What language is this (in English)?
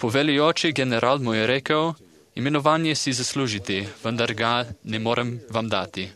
Slovenian